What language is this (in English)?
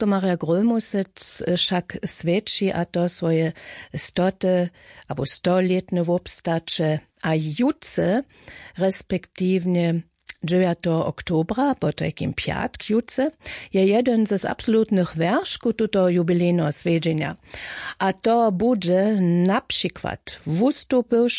Upper Sorbian